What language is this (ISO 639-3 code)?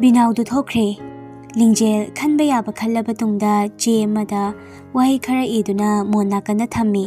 mni